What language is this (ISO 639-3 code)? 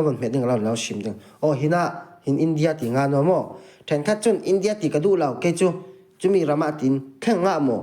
cfm